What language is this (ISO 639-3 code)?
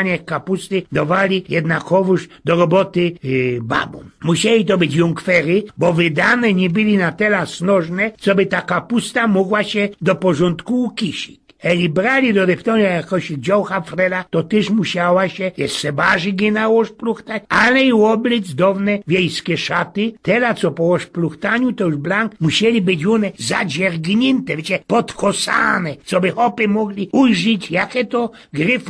szl